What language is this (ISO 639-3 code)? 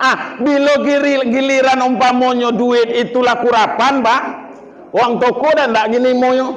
min